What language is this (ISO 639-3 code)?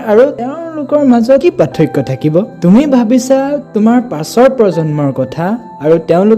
asm